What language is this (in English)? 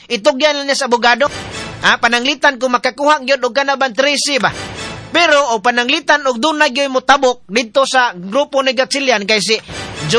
Cebuano